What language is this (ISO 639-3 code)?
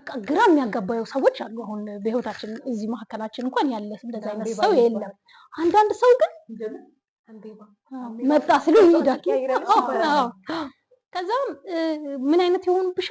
amh